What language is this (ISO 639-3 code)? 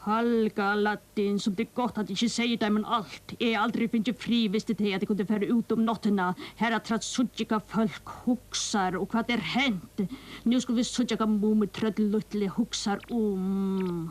fao